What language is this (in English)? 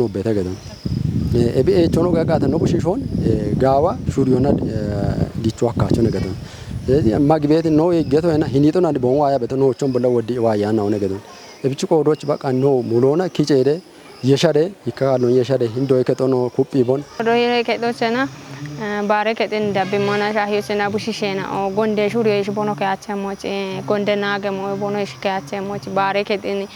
Kafa